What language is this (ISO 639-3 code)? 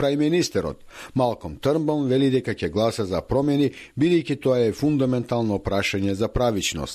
mkd